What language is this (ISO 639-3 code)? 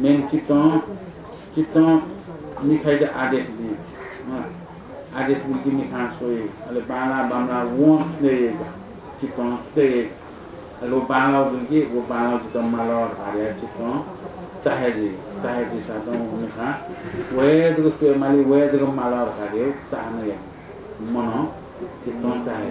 new